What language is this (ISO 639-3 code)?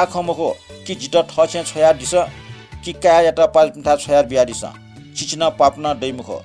new